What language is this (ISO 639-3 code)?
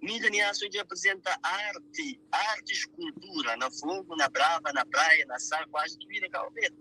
kea